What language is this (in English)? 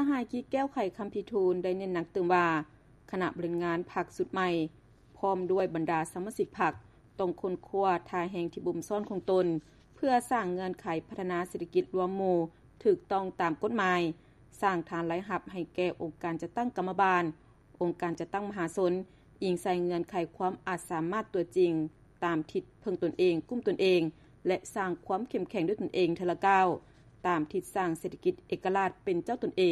Lao